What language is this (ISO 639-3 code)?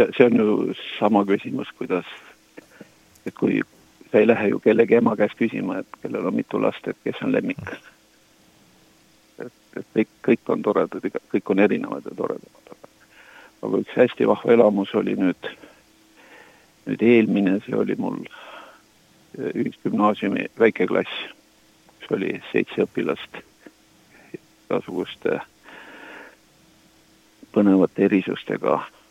est